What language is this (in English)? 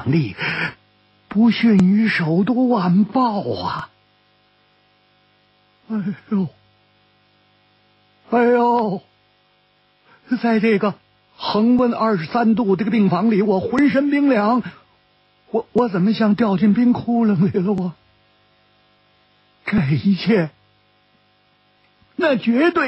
Chinese